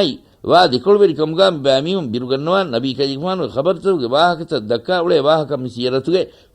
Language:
Divehi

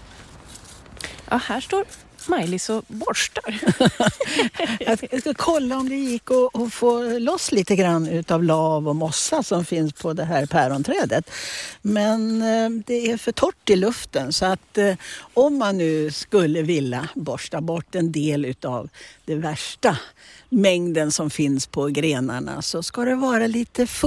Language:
Swedish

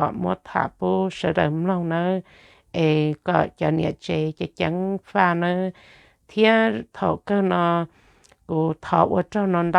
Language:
Hmong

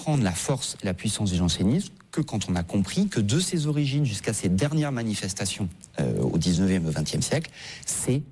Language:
French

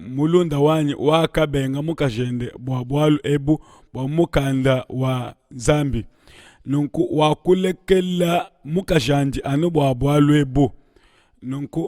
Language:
Luba-Lulua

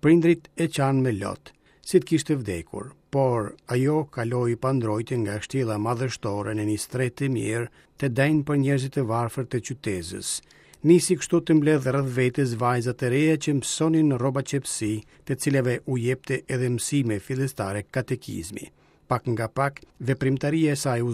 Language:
Albanian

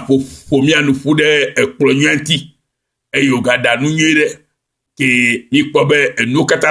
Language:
Ewe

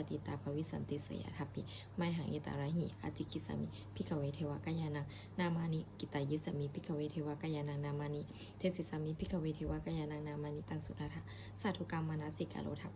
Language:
Pali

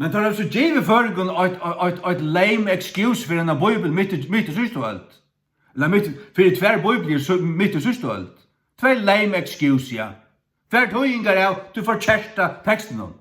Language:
Faroese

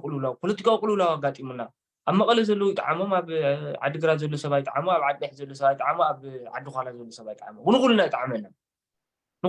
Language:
Tigrinya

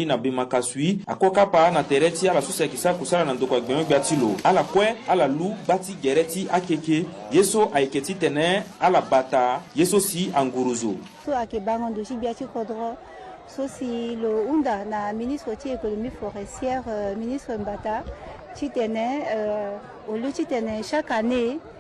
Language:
Sango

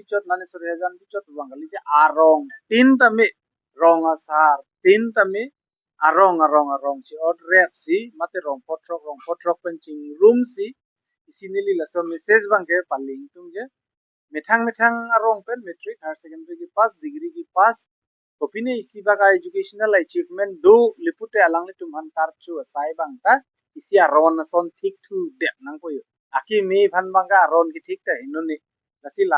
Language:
Karbi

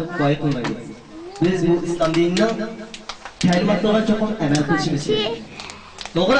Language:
Uyghur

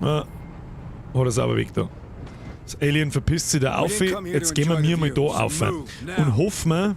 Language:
Bavarian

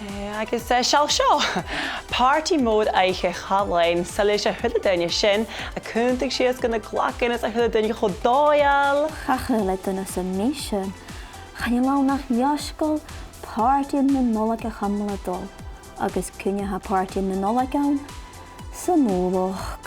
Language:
Scottish Gaelic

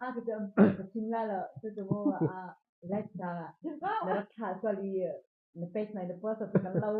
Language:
Hakha Chin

